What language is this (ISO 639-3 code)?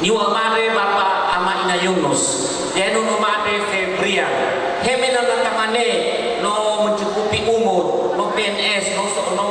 nia